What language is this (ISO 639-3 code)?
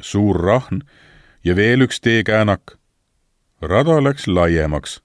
est